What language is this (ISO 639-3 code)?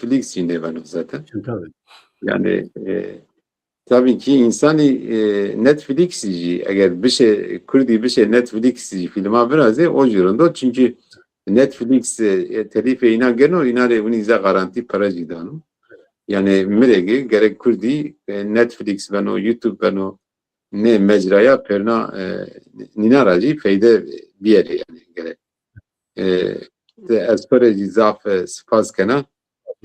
zza